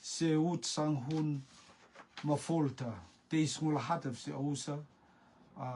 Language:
Rotuman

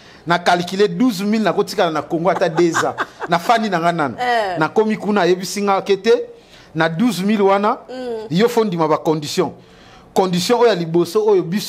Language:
Lingala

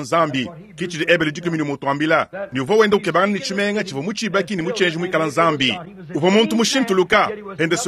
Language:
Luba-Lulua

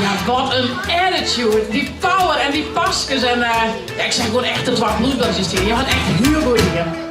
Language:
Western Frisian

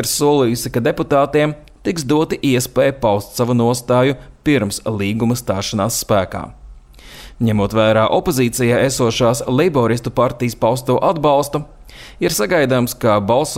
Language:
Latvian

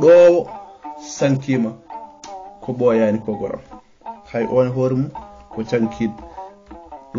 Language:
Fula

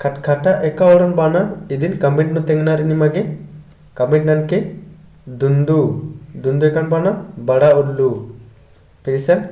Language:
Kurukh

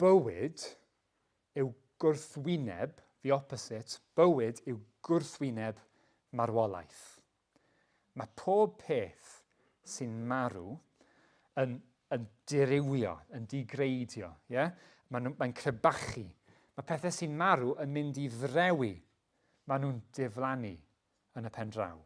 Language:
Welsh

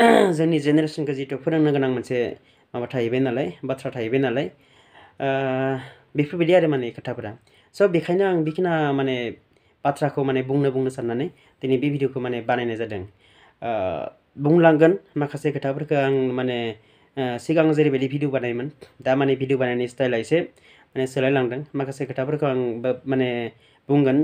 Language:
Bodo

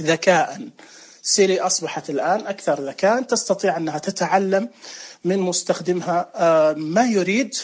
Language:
Najdi Arabic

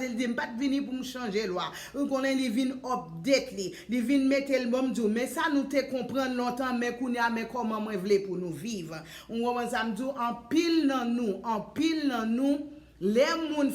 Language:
Haitian Creole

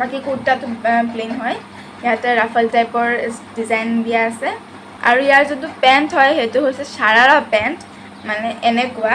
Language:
Assamese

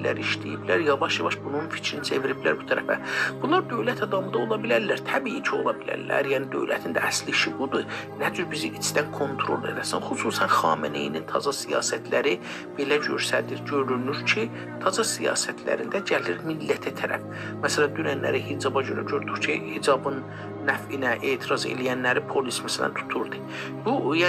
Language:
South Azerbaijani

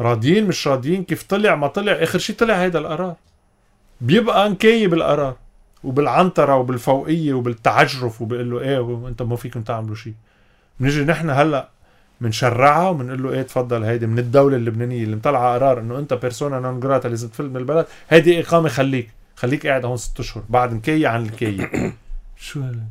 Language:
North Levantine Arabic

